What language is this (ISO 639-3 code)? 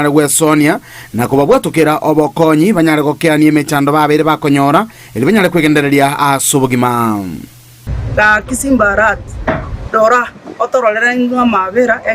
guz